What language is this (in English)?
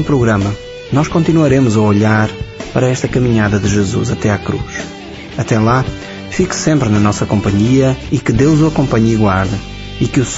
Portuguese